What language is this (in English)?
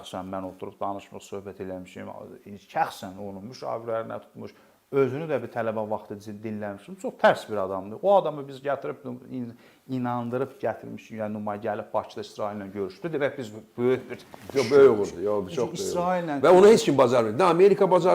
Azerbaijani